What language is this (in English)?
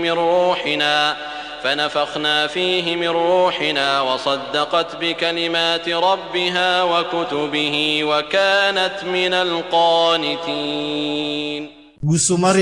Maranao